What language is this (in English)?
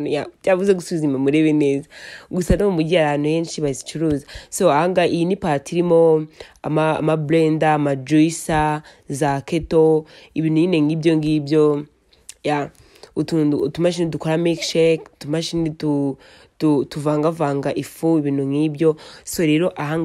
Kinyarwanda